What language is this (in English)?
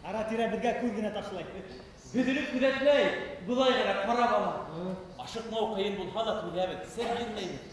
Bashkir